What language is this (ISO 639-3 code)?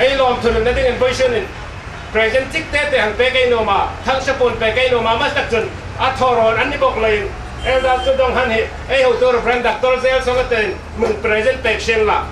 hmr